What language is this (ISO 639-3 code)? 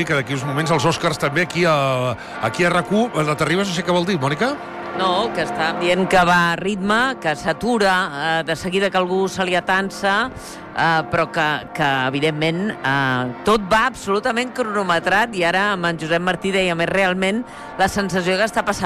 cat